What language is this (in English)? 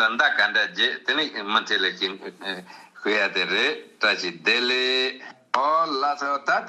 Tibetan